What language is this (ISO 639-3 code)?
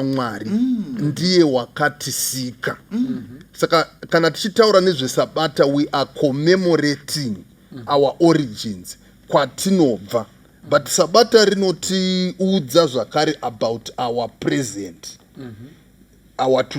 sna